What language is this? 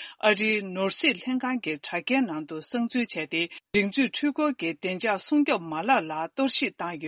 Tibetan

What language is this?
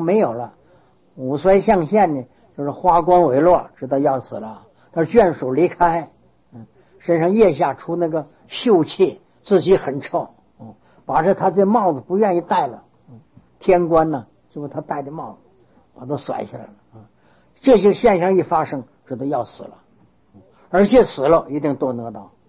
Chinese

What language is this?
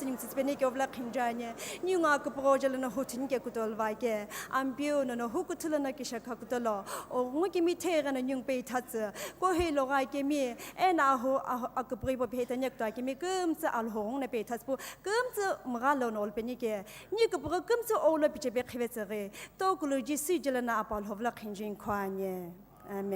Sumi Naga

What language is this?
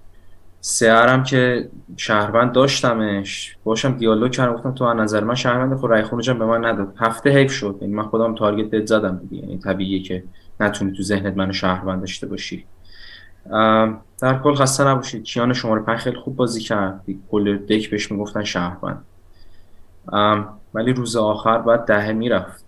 Persian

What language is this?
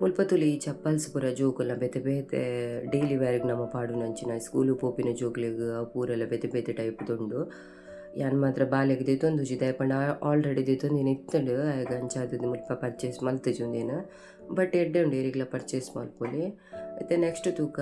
Tulu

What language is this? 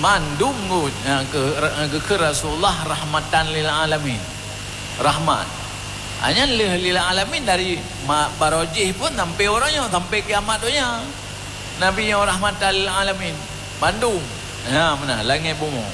Achinese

